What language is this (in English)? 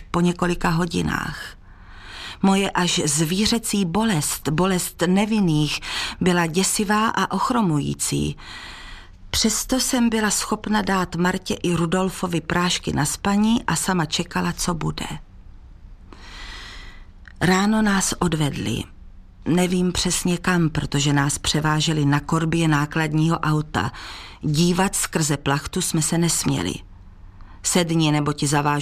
Czech